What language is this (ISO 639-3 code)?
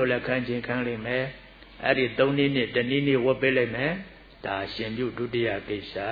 mya